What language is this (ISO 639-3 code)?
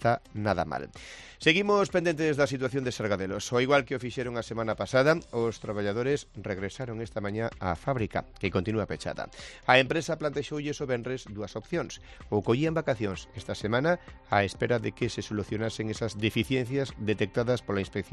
glg